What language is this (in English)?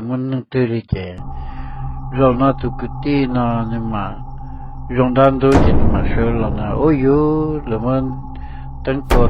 Hmong